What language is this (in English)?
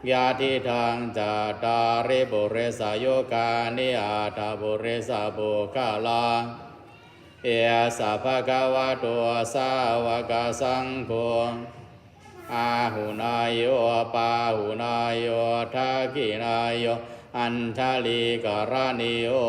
Pali